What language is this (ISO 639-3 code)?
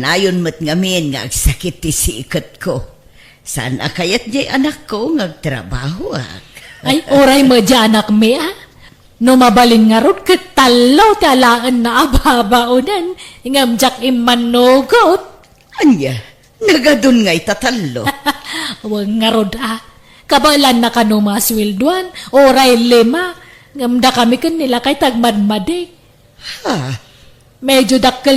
ilo